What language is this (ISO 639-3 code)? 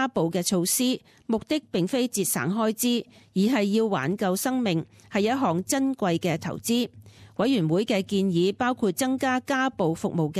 yue